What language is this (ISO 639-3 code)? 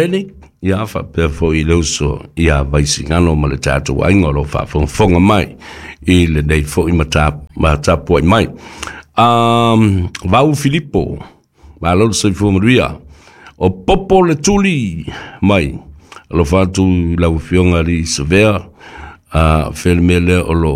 smo